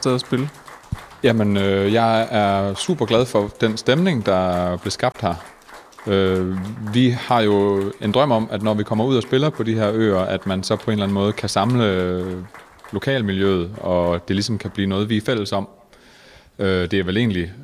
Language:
Danish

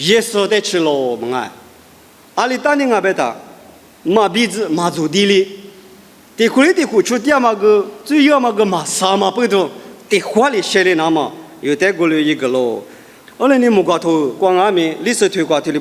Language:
Lisu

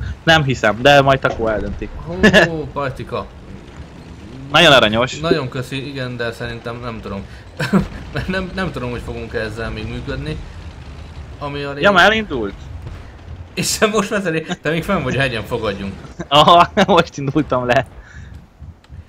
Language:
Hungarian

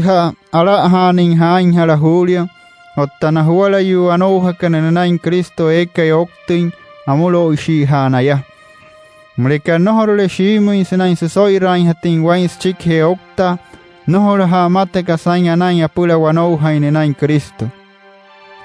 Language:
Wayuu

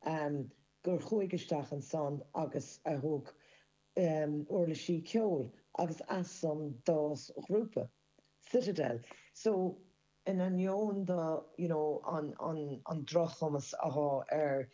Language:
Irish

